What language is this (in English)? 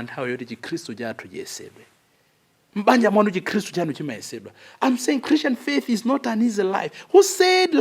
Nyanja